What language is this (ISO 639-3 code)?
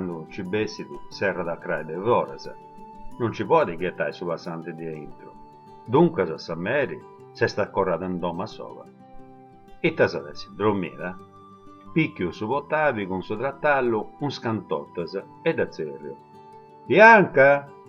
srd